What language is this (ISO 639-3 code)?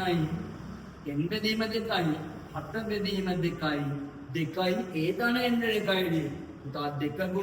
sin